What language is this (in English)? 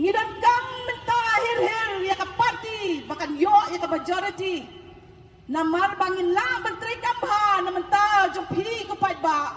Khasi